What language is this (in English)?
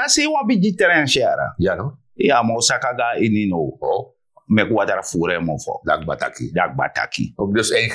Sranan Tongo